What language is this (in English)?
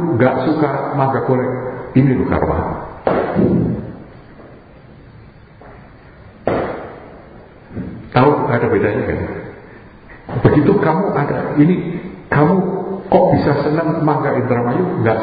Indonesian